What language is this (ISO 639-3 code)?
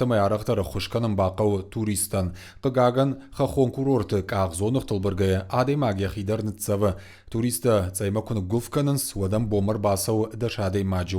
oss